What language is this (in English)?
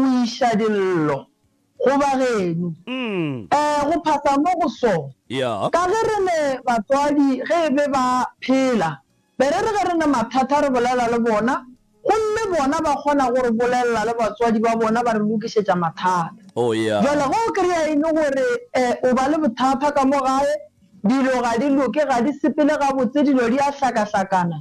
Northern Sotho